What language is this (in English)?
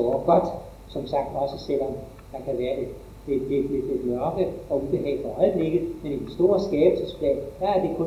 Danish